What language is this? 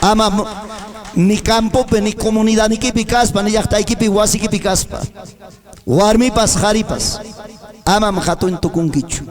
Ayacucho Quechua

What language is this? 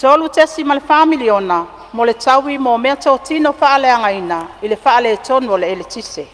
Samoan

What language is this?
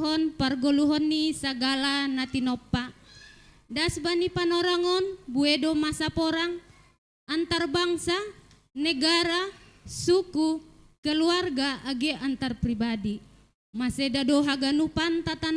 Batak Simalungun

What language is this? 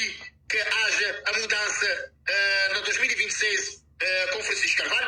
Kabuverdianu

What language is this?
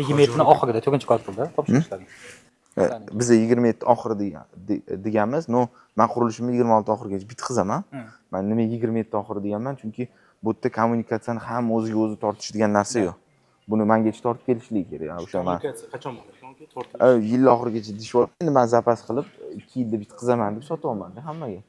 Uzbek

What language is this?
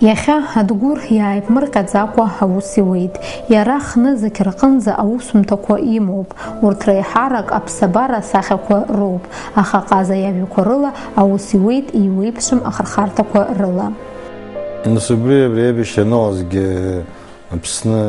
Abkhazian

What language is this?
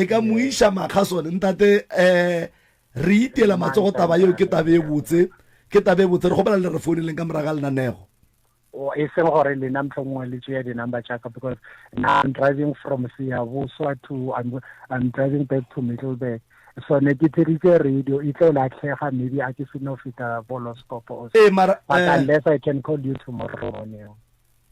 Northern Sotho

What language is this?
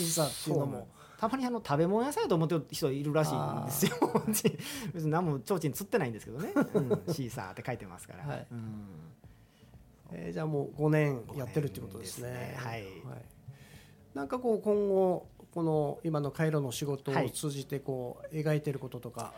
Japanese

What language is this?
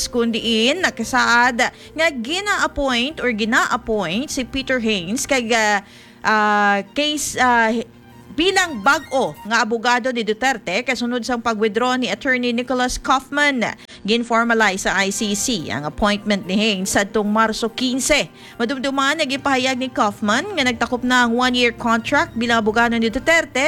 Hiligaynon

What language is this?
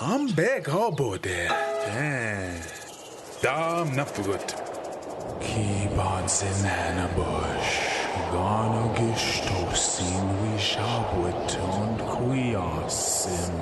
Ojibwa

